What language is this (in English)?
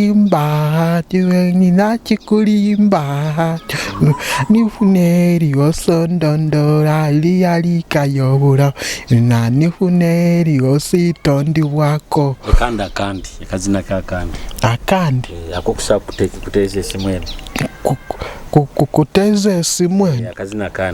Nyoro